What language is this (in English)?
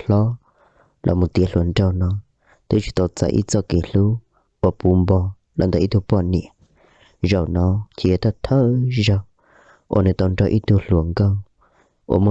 Hmong